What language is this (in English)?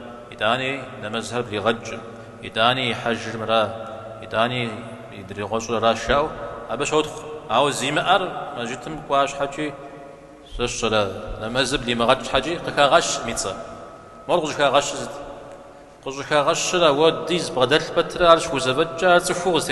Kabardian